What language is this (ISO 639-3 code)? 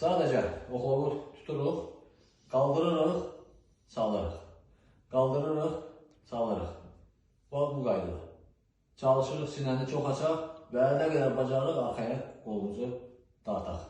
aze